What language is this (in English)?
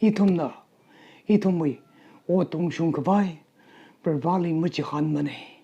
Tangkhul Naga (India)